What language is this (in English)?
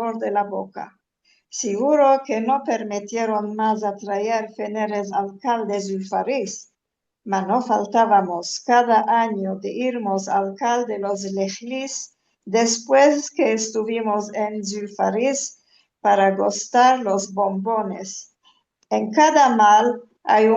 Ladino